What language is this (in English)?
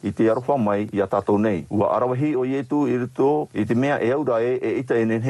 Tahitian